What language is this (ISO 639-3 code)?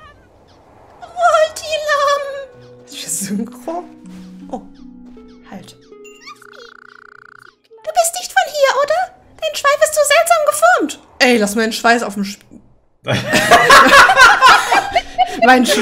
deu